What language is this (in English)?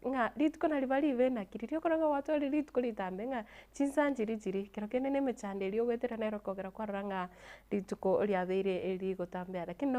Gusii